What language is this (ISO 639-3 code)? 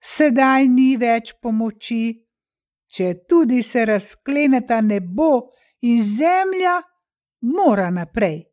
slv